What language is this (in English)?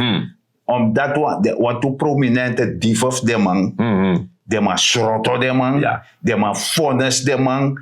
Sranan Tongo